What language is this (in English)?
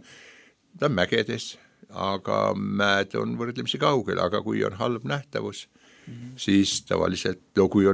Estonian